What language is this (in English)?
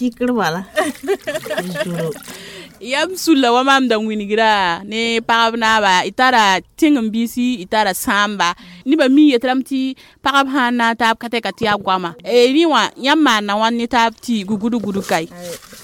Mossi